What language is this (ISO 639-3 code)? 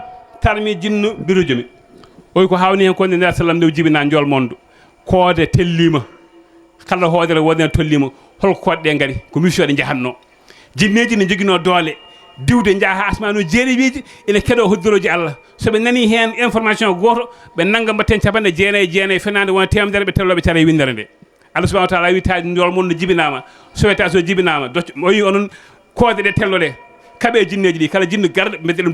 ful